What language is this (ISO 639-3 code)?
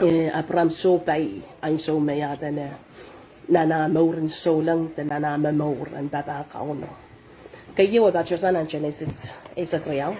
pon